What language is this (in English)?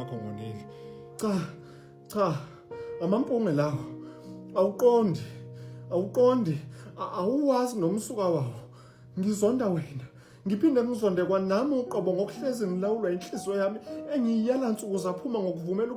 Zulu